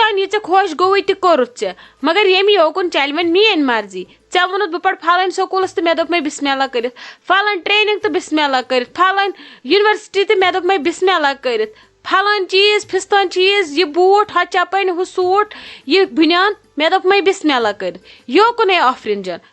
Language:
Kashmiri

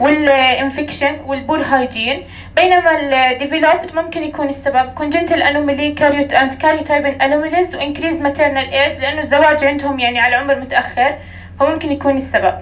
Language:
North Levantine Arabic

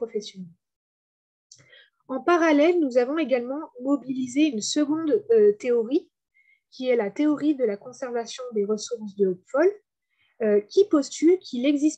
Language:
French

